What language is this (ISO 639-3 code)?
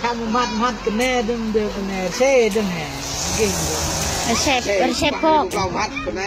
cmo